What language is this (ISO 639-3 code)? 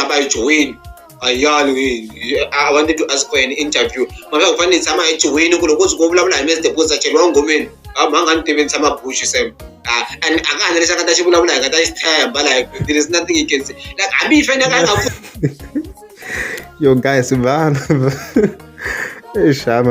tso